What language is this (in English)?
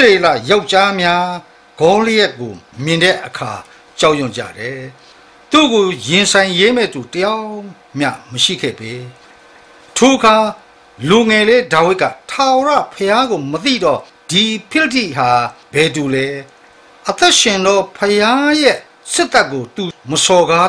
Burmese